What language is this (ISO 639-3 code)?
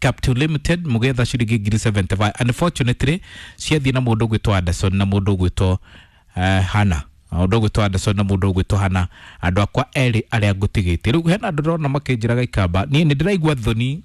kik